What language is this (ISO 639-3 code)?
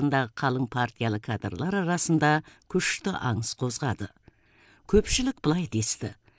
kaz